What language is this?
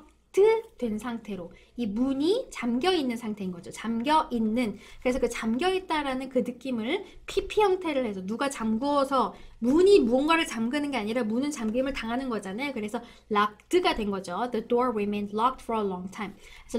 Korean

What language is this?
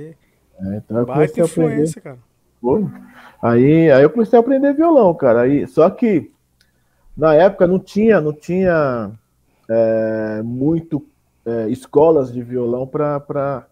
Portuguese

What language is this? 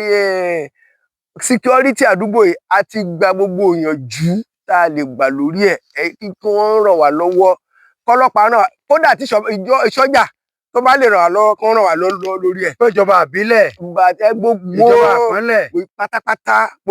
Yoruba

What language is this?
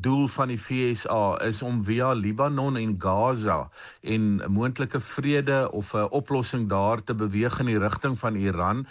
Afrikaans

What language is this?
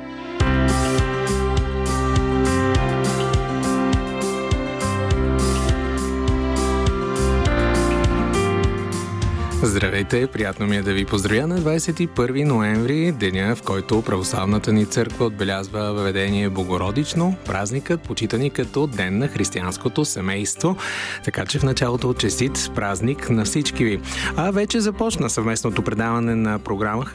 Bulgarian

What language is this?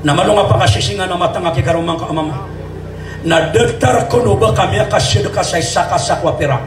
Maranao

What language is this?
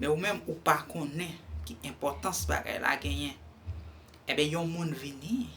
Haitian Creole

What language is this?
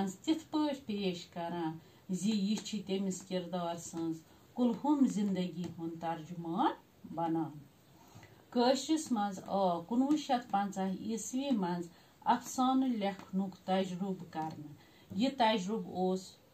Kashmiri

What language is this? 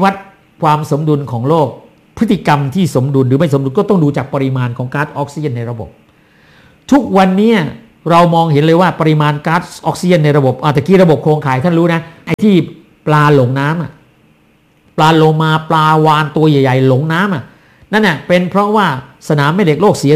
Thai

